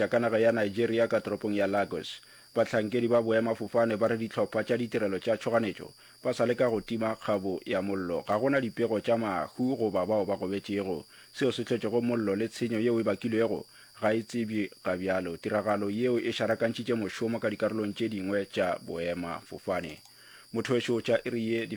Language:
Northern Sotho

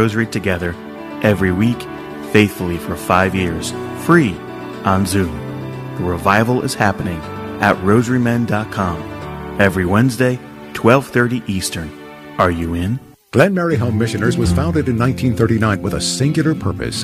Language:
English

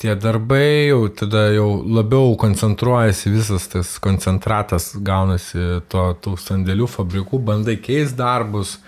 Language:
Lithuanian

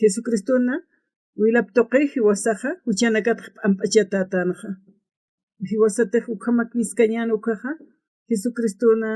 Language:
Aymara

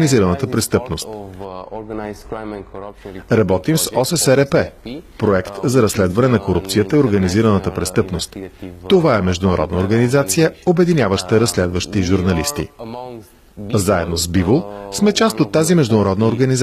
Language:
Bulgarian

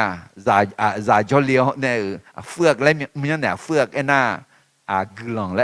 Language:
Akha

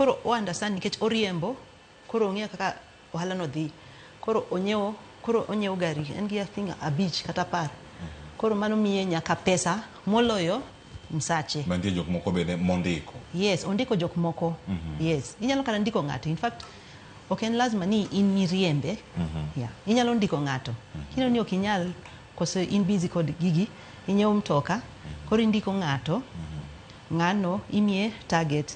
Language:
Luo (Kenya and Tanzania)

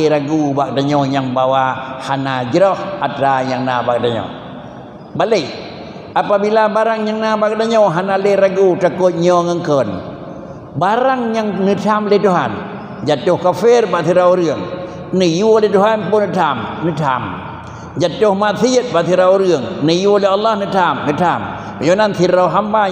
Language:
Achinese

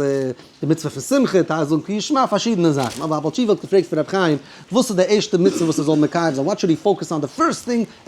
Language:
Yiddish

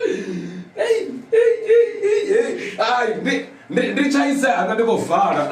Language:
Venda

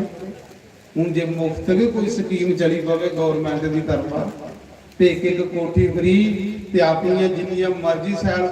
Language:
Dogri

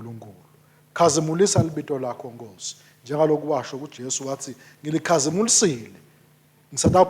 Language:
Swati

